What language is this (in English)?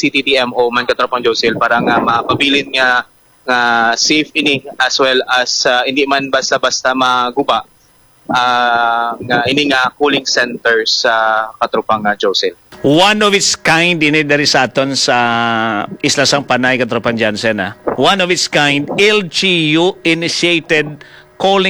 Hiligaynon